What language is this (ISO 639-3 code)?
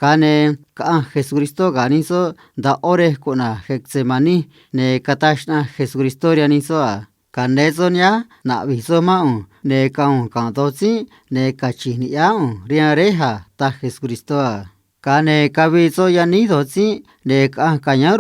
trc